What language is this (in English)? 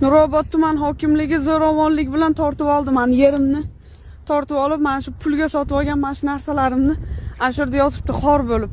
Uzbek